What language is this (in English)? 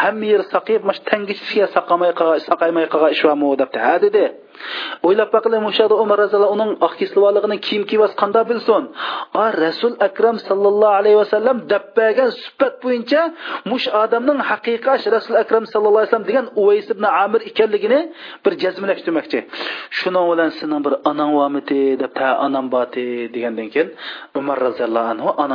Uyghur